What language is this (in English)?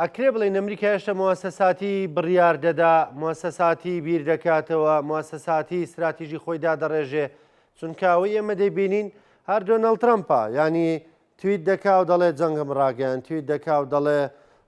Central Kurdish